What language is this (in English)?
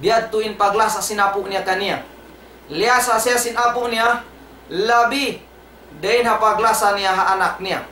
Tausug